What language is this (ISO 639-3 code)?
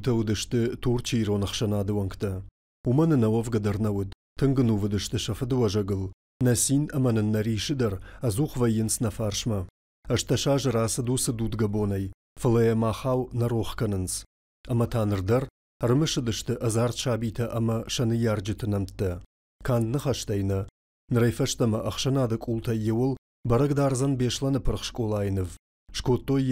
oss